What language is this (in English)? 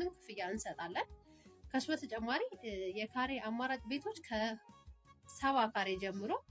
Amharic